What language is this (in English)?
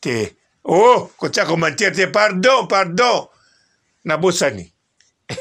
Lingala